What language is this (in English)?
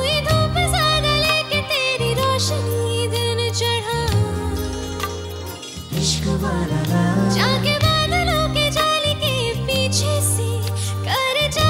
Hindi